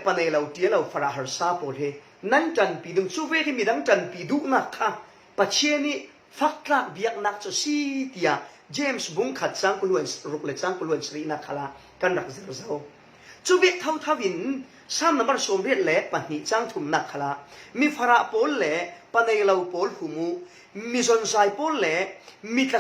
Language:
Falam Chin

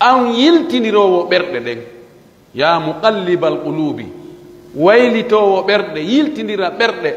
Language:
Pular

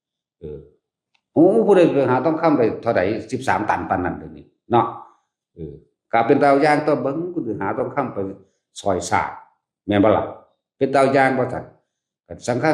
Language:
Northeastern Thai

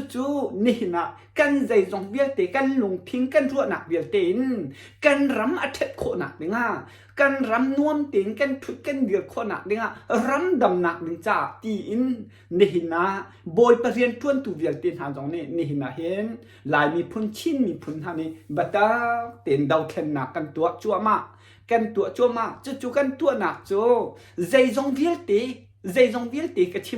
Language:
Hakha Chin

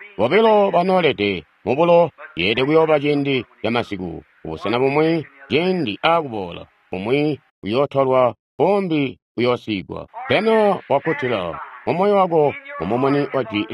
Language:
Tonga (Zambia)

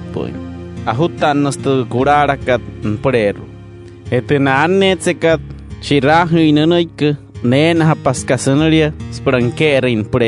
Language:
Wayuu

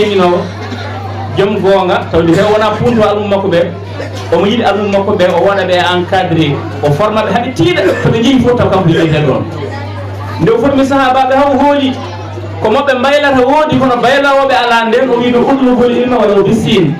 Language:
Fula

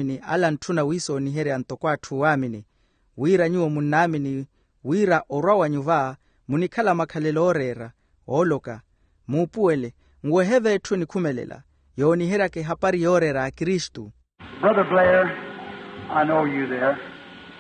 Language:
Makhuwa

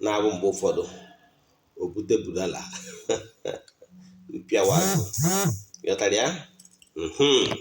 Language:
Igbo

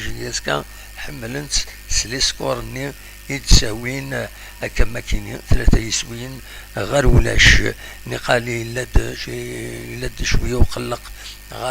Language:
Kabyle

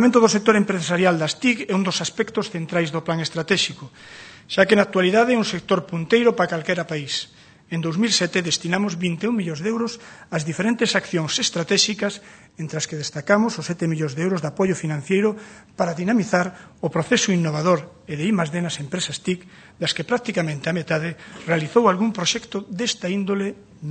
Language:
Galician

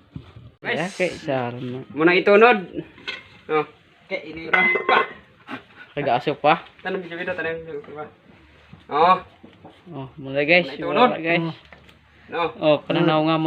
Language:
Cebuano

